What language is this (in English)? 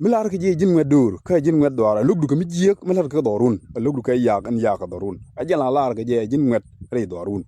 Nuer